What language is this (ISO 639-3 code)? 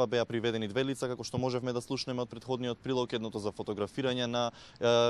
mkd